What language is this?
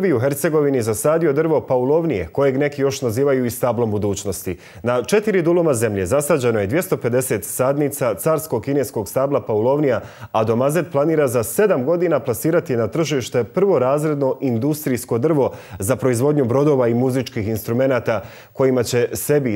Bosnian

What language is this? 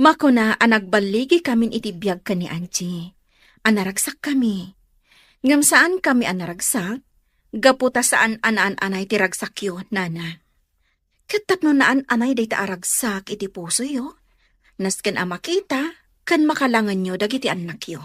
Iloko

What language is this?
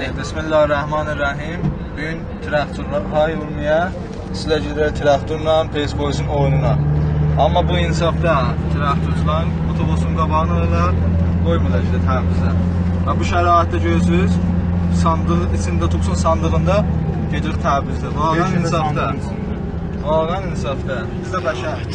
South Azerbaijani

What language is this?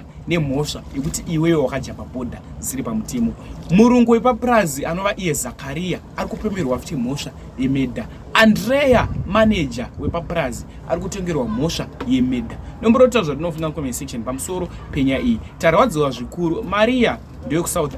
Shona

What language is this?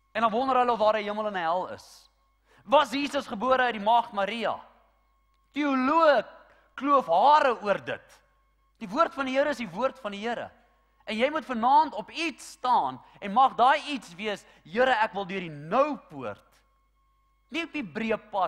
Afrikaans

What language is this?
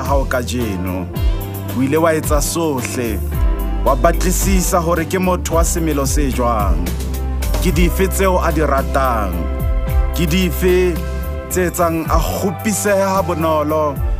Southern Sotho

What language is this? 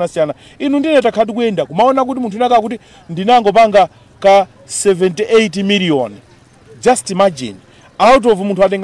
Nyanja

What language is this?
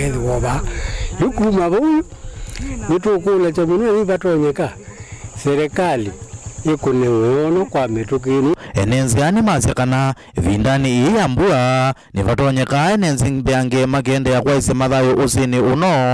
Kamba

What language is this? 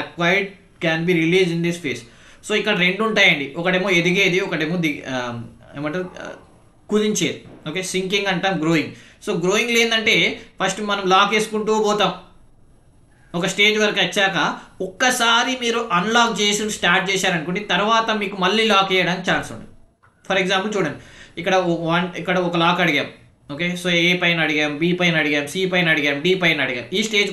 Telugu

